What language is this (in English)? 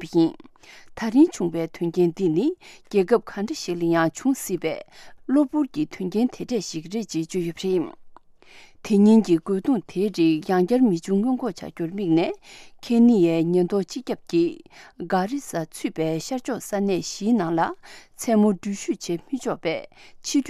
Tibetan